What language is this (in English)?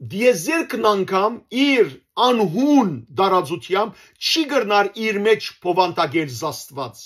Western Armenian